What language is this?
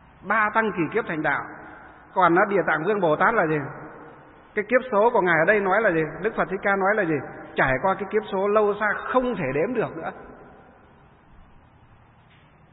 Vietnamese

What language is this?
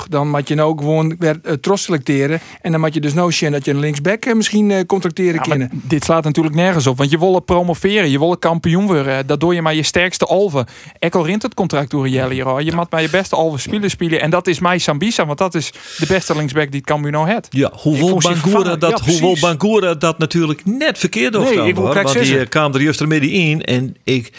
Western Frisian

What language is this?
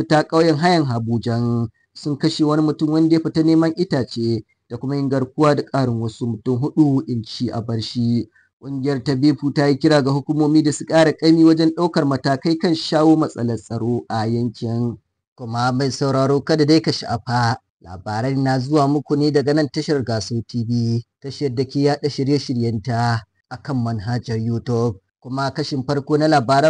Hausa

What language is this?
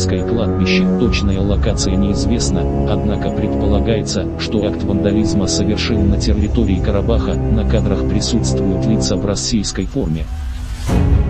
Russian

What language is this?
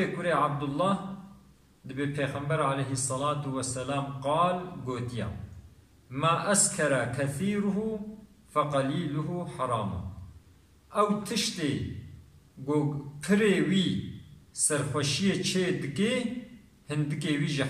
Kurdish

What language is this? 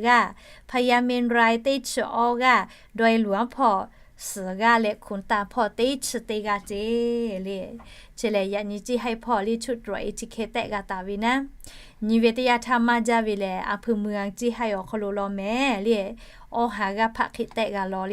Lahu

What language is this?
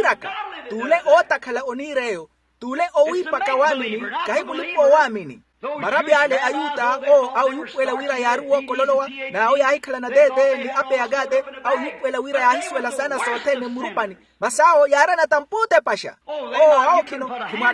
Makhuwa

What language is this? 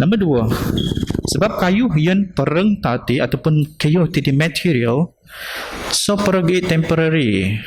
Biatah Bidayuh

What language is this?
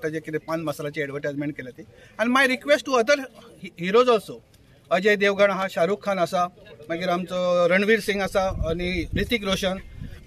Konkani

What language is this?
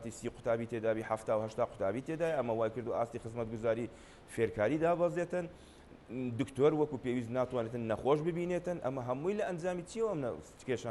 Central Kurdish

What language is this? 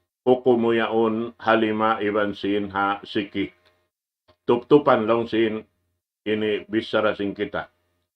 Tausug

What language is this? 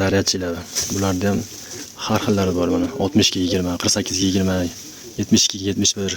Uzbek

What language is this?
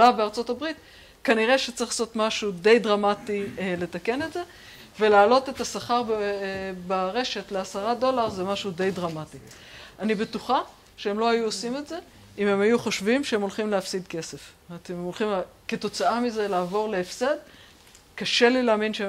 Hebrew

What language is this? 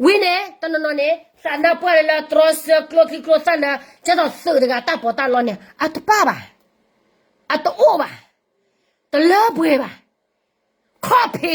S'gaw Karen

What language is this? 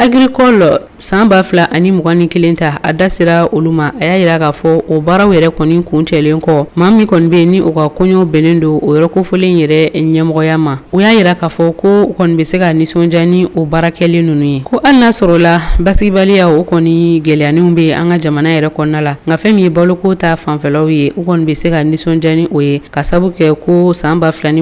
Bambara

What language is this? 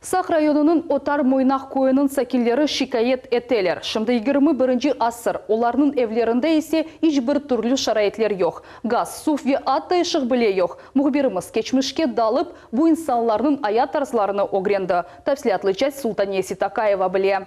Crimean Tatar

